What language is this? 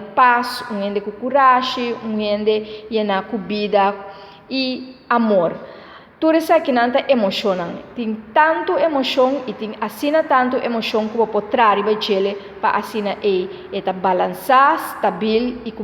Papiamento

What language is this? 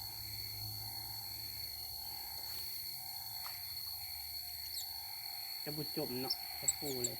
Lao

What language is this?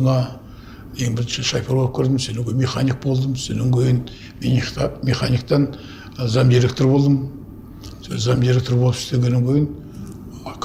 Kazakh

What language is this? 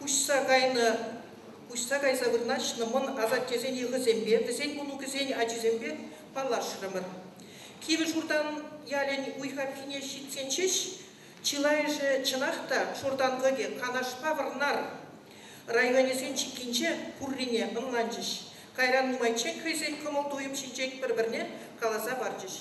Chuvash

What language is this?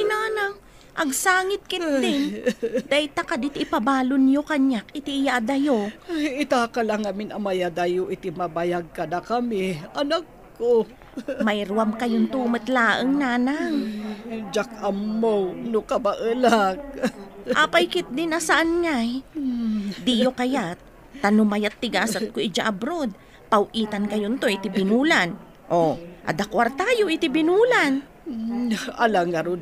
Iloko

